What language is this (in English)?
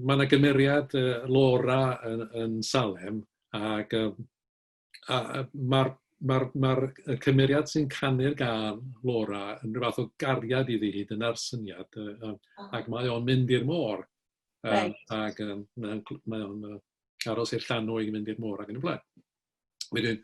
Welsh